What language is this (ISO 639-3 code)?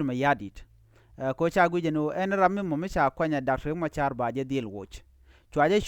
nus